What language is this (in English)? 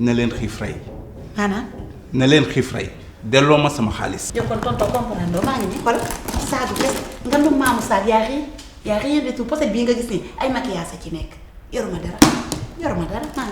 Wolof